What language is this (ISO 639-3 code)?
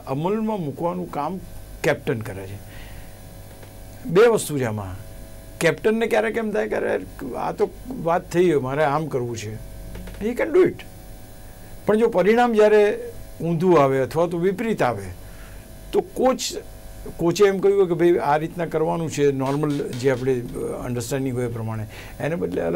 guj